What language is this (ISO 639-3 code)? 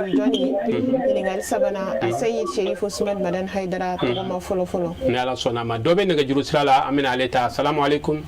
bam